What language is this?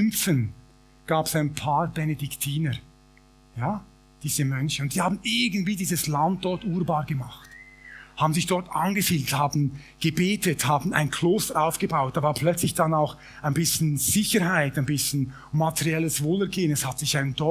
Swiss German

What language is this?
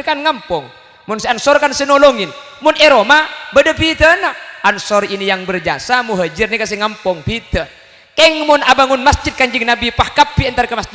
Madurese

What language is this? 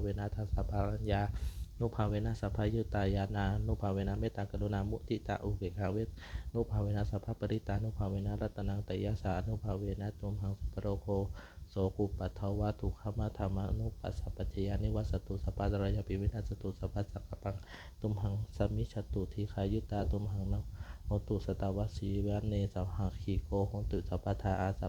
Pali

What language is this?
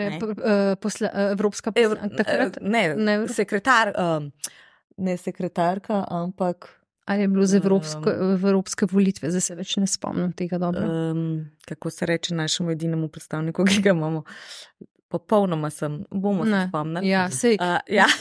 Slovenian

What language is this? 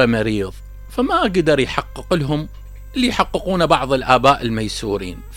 Mesopotamian Arabic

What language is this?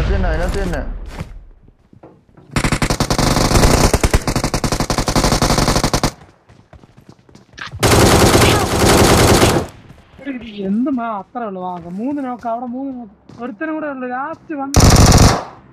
Malayalam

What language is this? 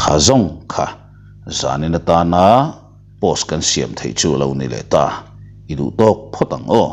Mizo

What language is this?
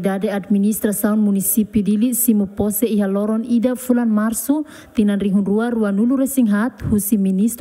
Tetum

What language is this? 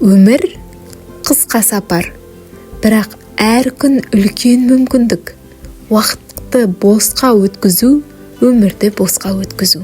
Kazakh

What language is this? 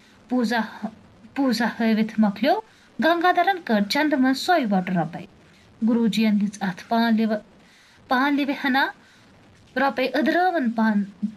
Kashmiri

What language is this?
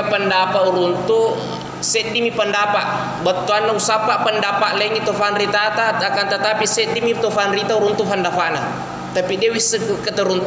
Buginese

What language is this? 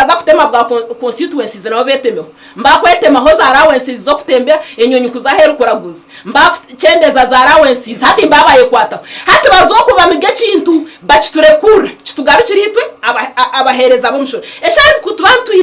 Nyankole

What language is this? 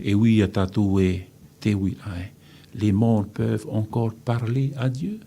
Tahitian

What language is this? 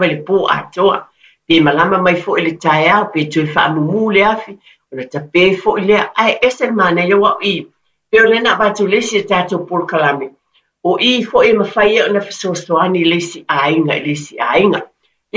Samoan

